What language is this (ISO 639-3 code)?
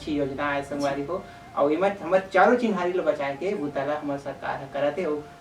hne